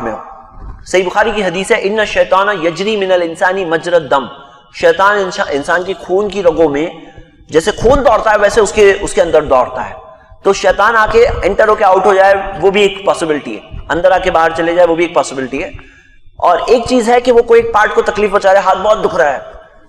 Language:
Urdu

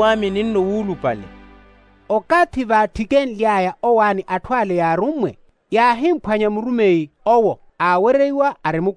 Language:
Makhuwa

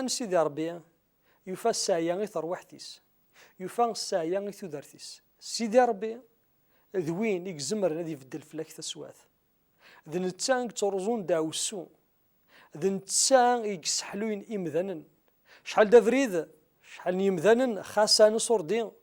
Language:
Kabyle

